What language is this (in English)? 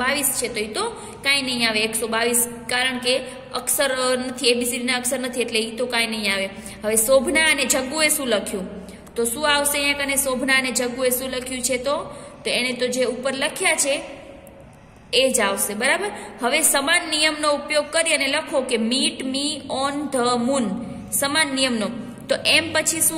Gujarati